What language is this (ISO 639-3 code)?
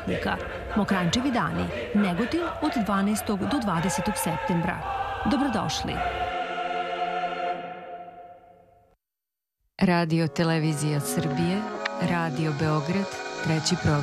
srp